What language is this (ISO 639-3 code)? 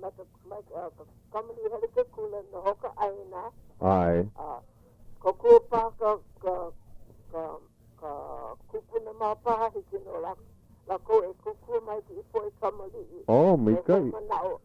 haw